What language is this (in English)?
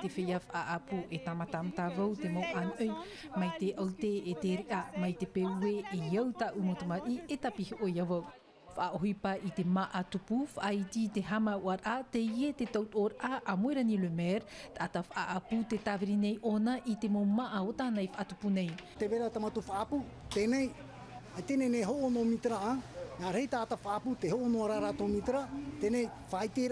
Tahitian